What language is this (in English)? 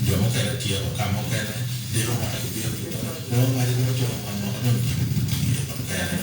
Acoli